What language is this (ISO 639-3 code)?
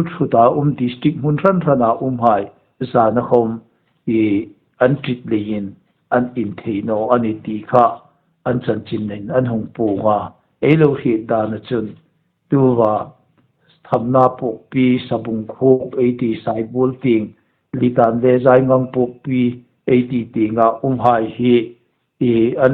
hmr